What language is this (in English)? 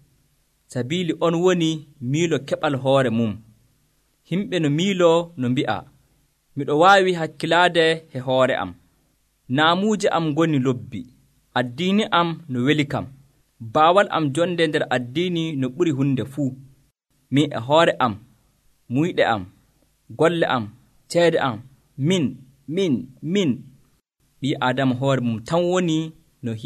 Nigerian Fulfulde